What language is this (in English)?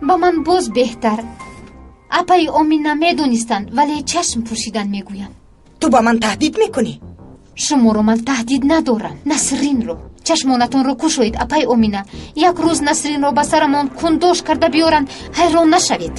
Tajik